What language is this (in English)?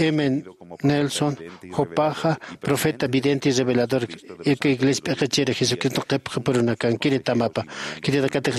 Aymara